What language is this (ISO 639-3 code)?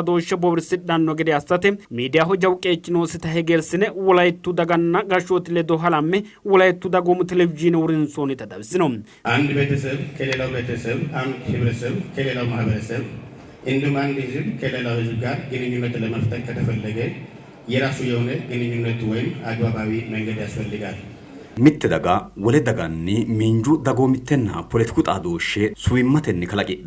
sid